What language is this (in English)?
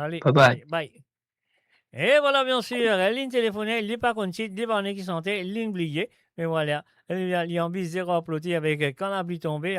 Morisyen